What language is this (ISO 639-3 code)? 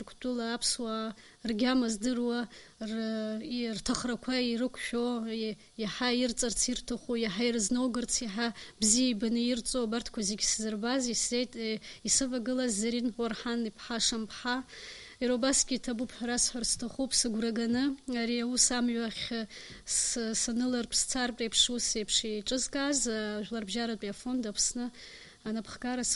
abk